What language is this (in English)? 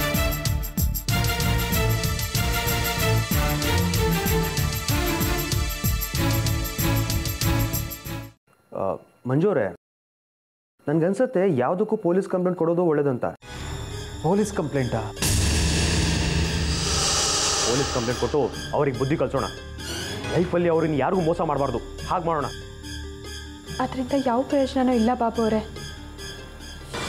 Kannada